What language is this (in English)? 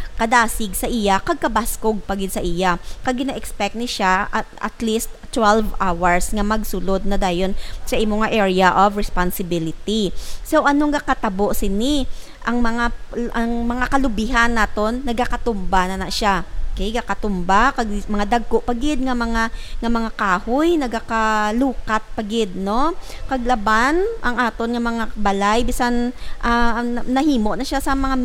Hiligaynon